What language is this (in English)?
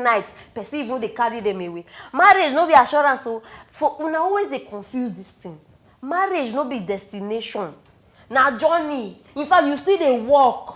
Nigerian Pidgin